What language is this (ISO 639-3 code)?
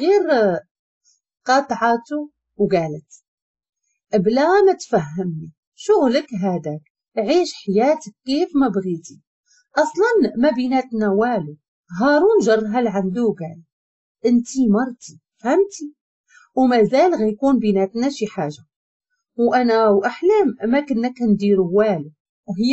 ary